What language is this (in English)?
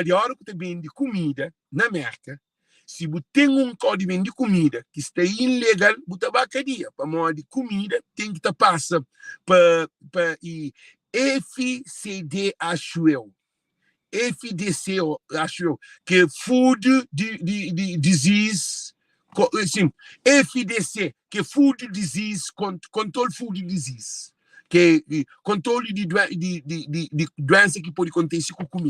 Kabuverdianu